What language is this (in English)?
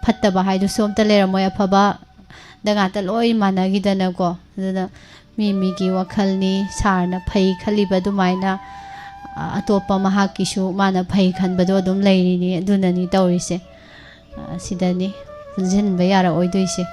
Manipuri